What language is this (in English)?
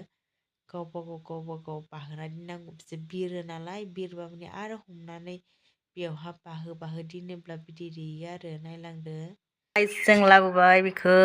Bodo